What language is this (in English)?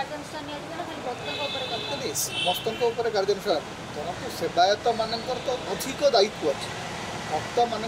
Odia